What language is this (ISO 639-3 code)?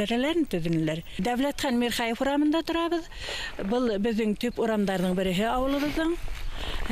bak